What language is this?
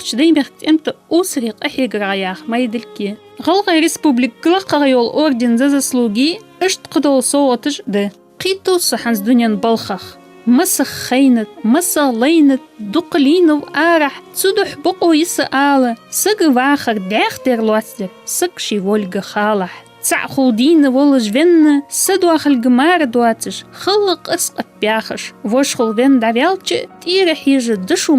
Ingush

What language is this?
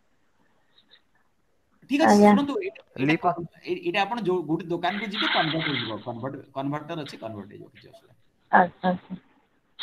Odia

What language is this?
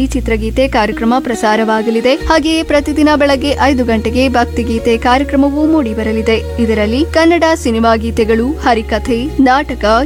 Kannada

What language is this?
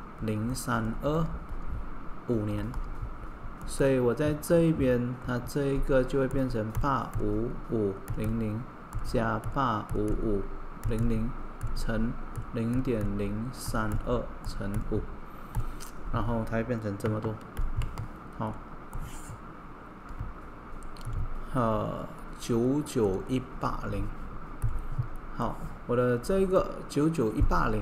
Chinese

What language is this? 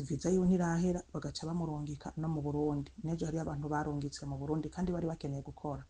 Rundi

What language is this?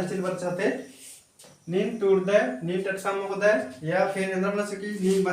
Kurukh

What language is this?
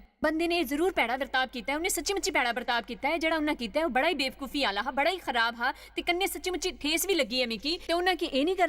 Dogri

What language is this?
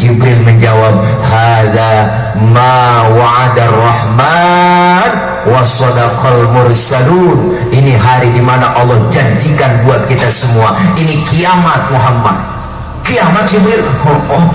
Betawi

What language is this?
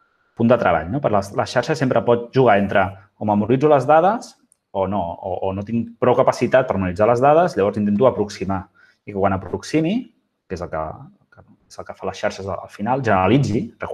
Catalan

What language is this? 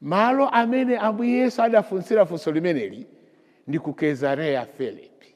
Nyanja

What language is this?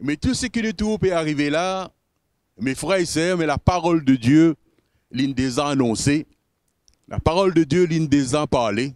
Morisyen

